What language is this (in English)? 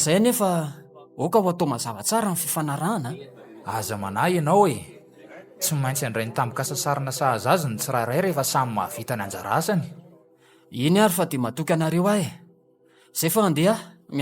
Malagasy